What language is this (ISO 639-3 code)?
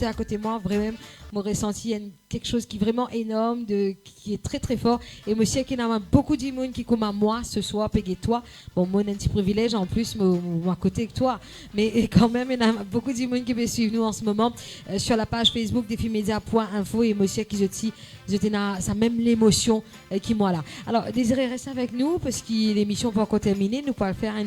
mfe